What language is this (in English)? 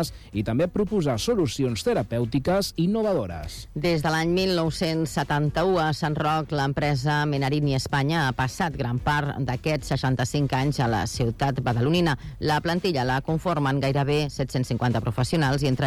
Catalan